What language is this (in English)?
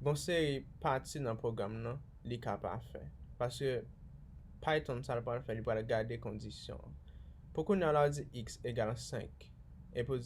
Haitian Creole